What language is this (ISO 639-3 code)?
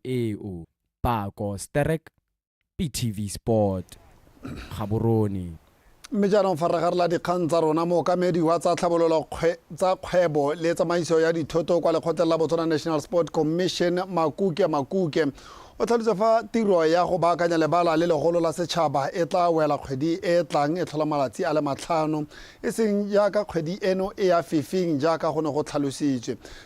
tsn